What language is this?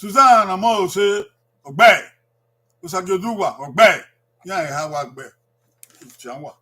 Bini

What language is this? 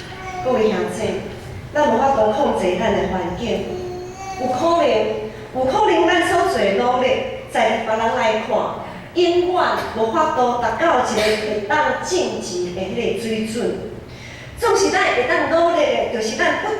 Min Nan Chinese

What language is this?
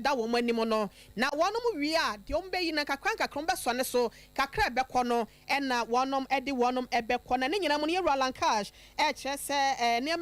Akan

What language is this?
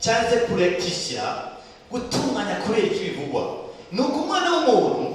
Rundi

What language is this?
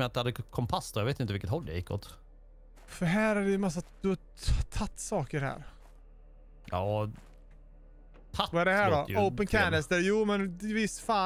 Swedish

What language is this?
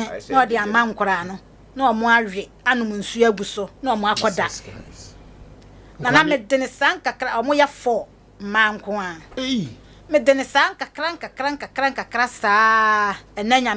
Akan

